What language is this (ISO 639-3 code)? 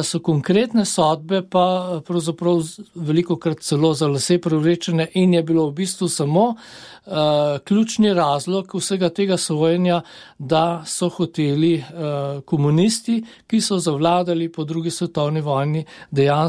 slv